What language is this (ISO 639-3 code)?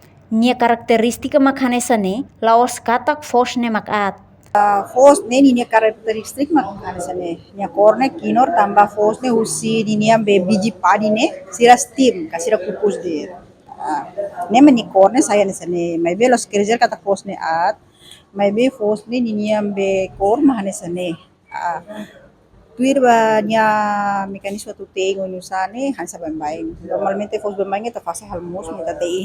tet